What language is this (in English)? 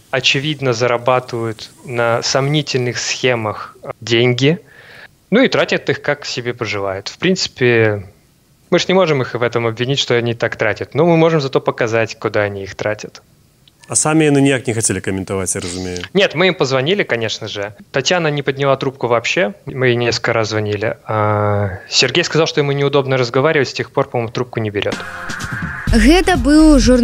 Belarusian